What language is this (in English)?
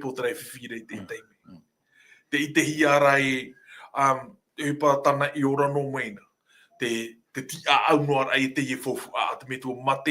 Tahitian